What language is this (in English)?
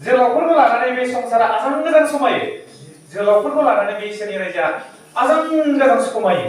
Bodo